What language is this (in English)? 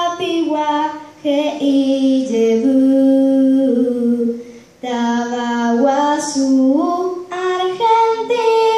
Guarani